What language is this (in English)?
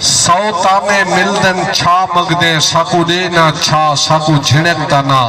Saraiki